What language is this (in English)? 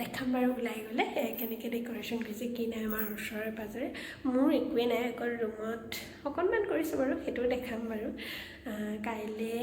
Assamese